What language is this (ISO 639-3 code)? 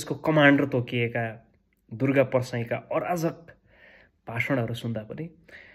nep